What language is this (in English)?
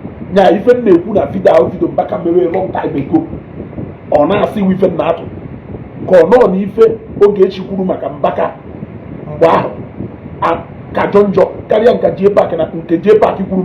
Igbo